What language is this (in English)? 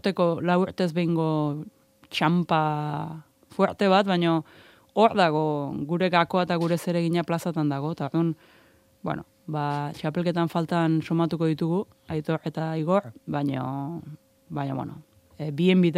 Basque